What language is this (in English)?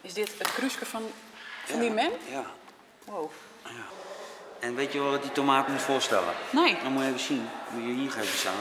Western Frisian